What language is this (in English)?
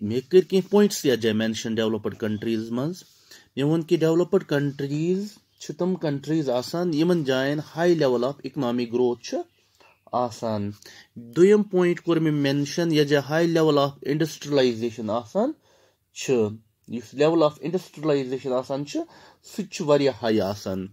Kashmiri